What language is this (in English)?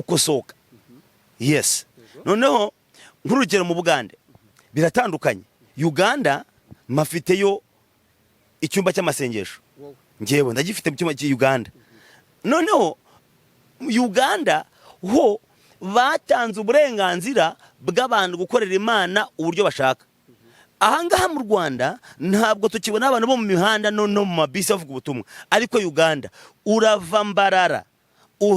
Kinyarwanda